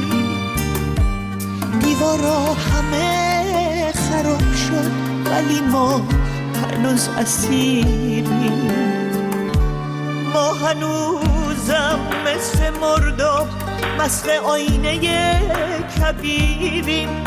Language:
Persian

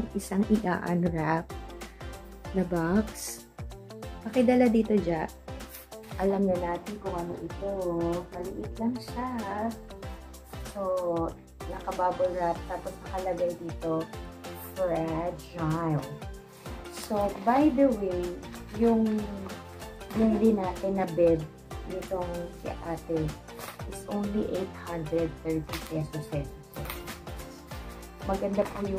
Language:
Filipino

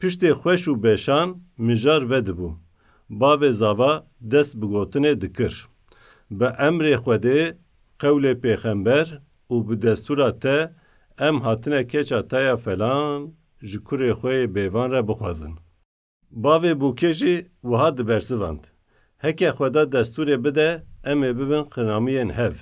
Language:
Kurdish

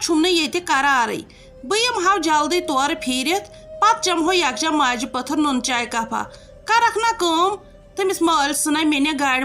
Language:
Kashmiri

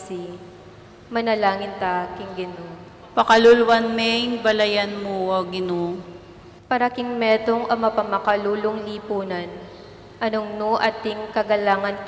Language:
Pampanga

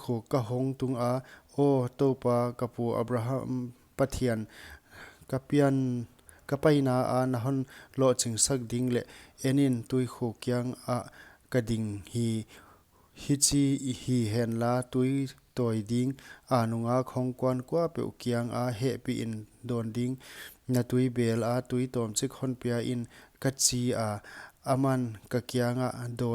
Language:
Paite Chin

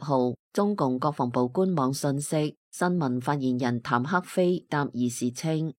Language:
Cantonese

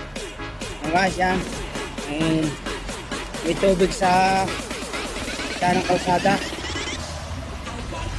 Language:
Filipino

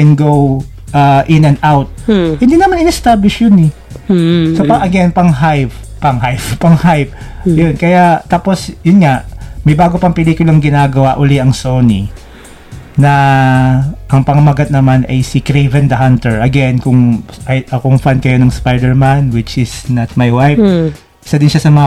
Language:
Filipino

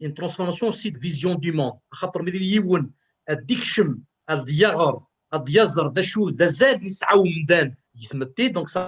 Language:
Kabyle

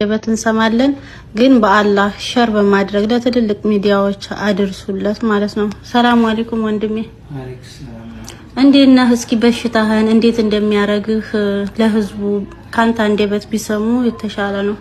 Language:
Amharic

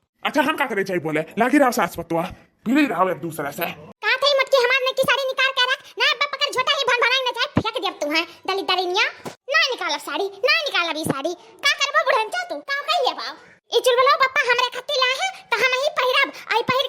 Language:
Awadhi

